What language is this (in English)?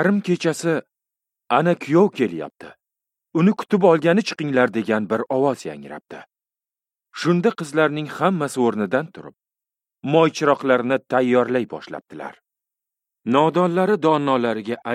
Uzbek